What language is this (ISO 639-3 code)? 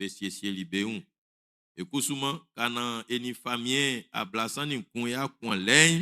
bci